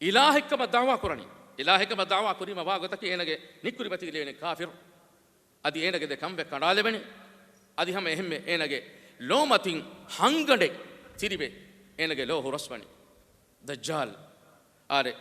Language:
Divehi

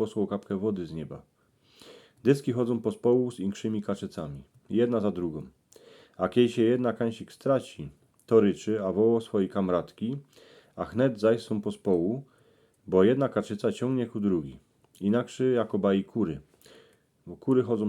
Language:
Silesian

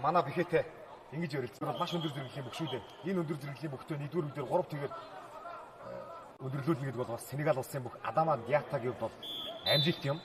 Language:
Mongolian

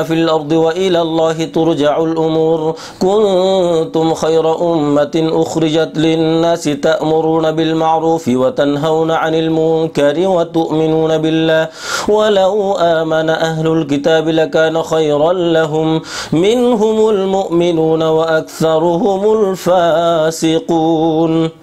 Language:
Arabic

